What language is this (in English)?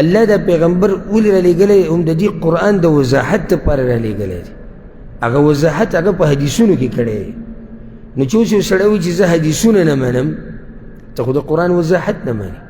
Pashto